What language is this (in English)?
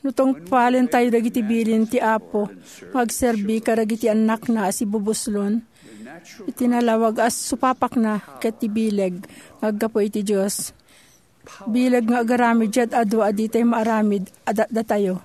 Iloko